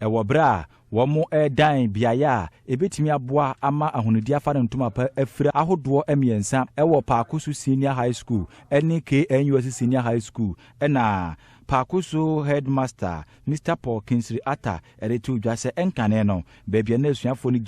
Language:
Akan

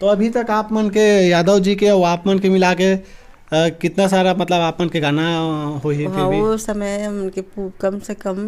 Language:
Chhattisgarhi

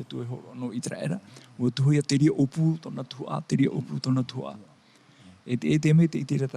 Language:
Tahitian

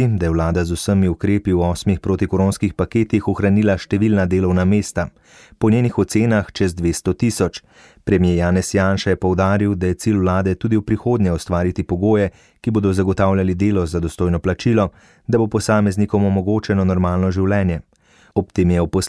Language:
Slovenian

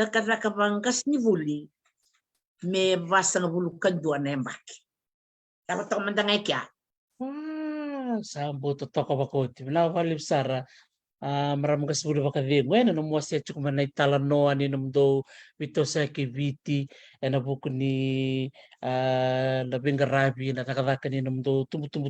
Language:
Fijian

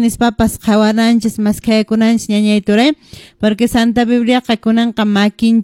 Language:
Quechua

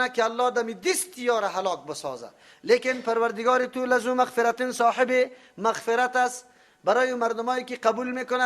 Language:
Persian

